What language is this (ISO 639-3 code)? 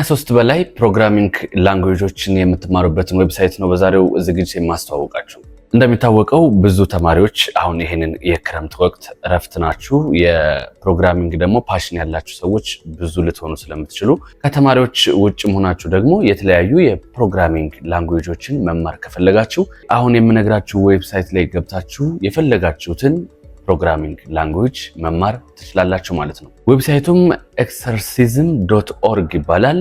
amh